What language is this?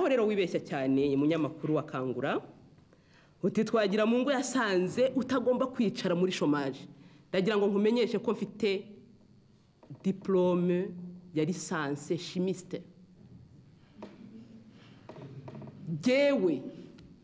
Kinyarwanda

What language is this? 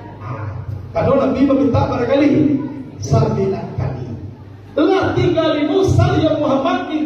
Minangkabau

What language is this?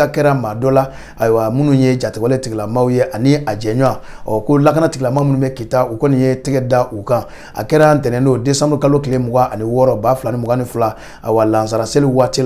Bambara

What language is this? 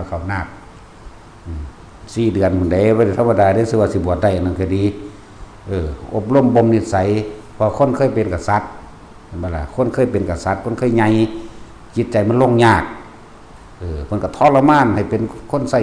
Northeastern Thai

